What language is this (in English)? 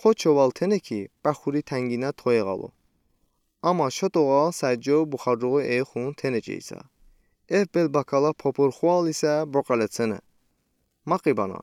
Udi